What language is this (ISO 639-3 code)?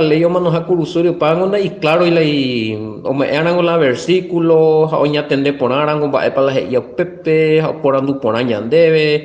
grn